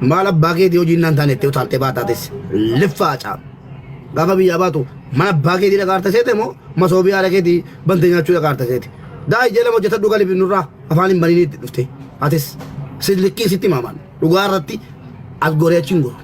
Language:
Oromo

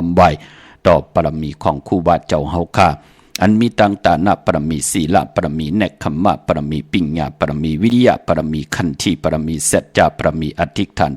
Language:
Shan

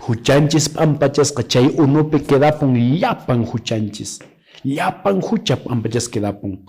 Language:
Quechua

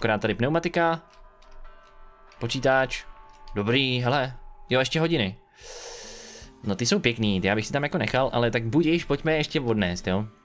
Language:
Czech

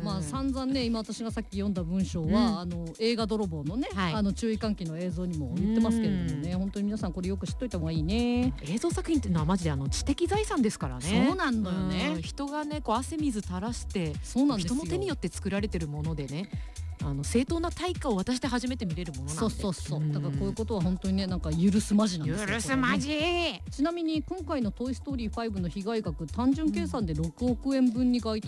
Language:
Japanese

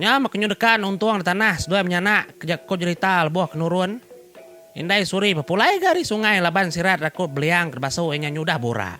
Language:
Iban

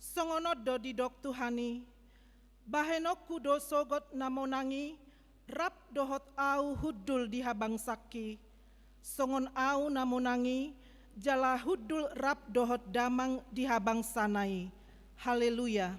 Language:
Batak Toba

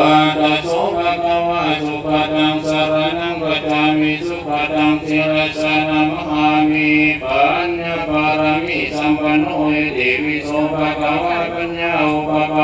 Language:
Pali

